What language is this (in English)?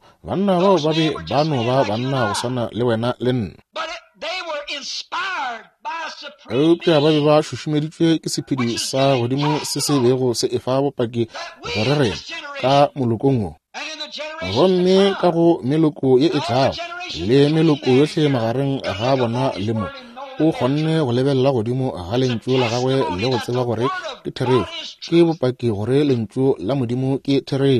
Northern Sotho